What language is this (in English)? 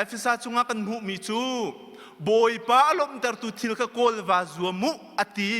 Hakha Chin